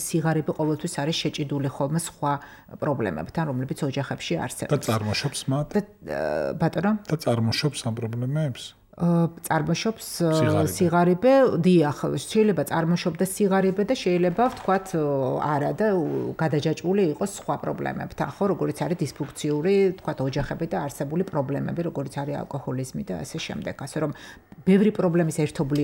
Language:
Georgian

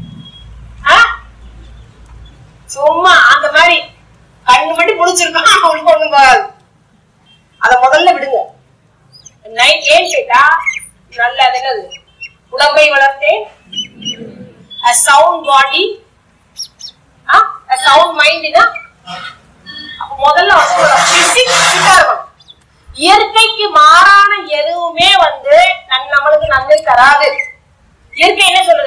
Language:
Tamil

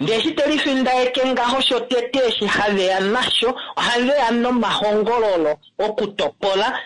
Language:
Kuanyama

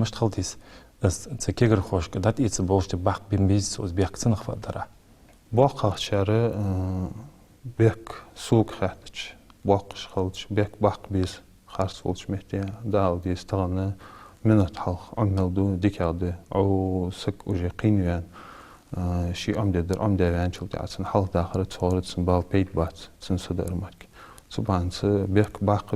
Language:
Ingush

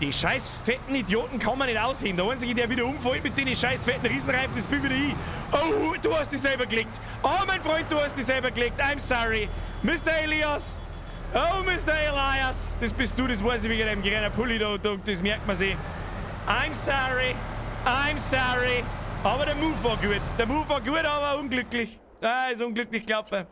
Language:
Bavarian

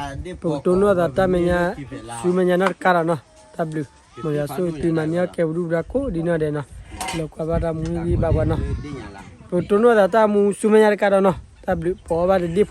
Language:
S'gaw Karen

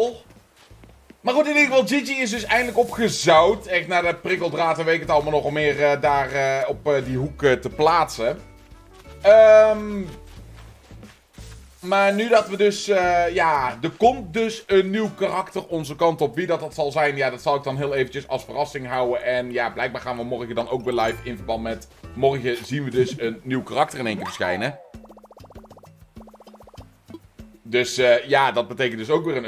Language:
Dutch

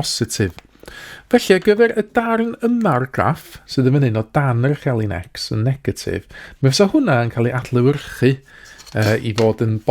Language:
Welsh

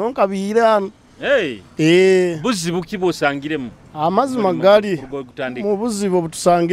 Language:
Nyoro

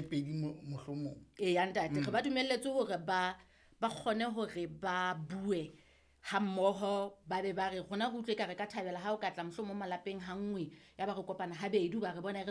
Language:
Southern Sotho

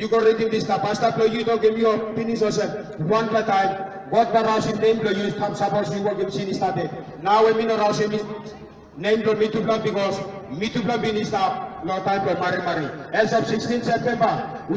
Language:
Tok Pisin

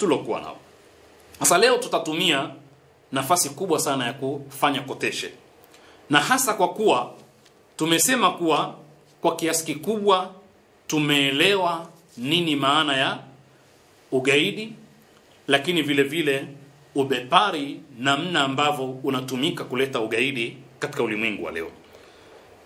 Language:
Swahili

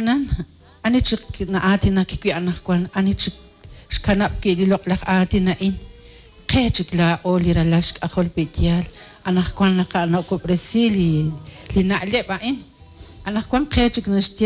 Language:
Kekchí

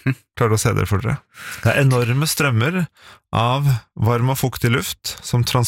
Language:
Norwegian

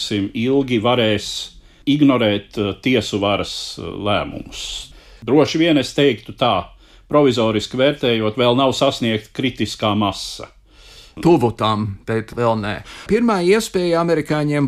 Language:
Latvian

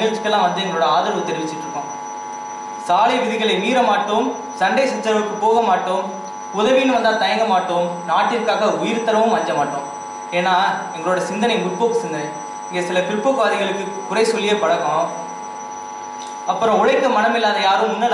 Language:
Tamil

